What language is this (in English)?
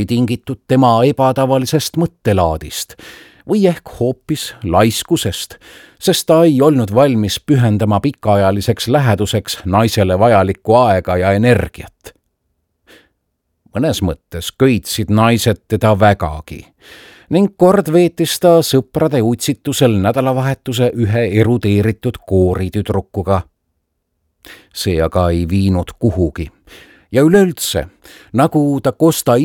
Estonian